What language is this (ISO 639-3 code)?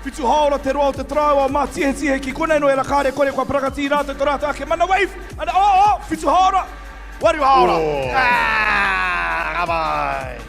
mri